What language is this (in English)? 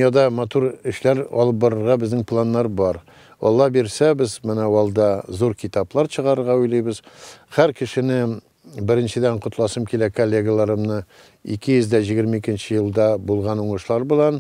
Tatar